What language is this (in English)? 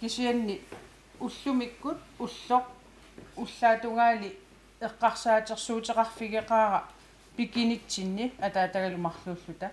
Kalaallisut